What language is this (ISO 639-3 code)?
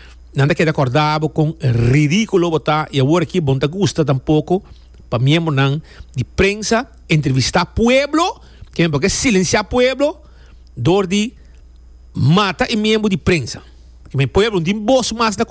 pap